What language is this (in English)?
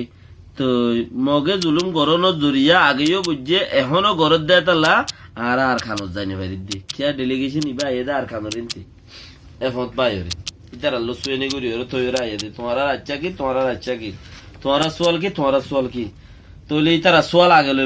Rohingya